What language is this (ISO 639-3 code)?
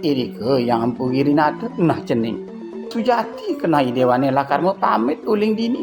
ban